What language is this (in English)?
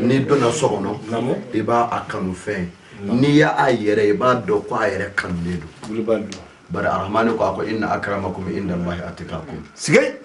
Bambara